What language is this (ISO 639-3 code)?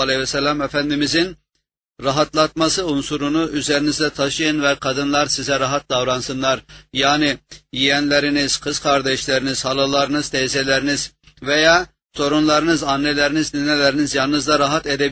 tur